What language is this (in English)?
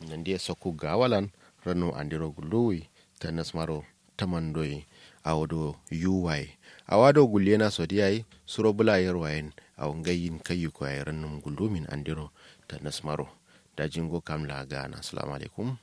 Kanuri